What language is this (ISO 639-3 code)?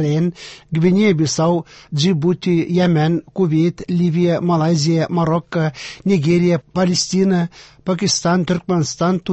tat